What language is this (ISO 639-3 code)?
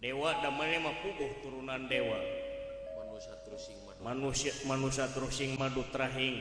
sun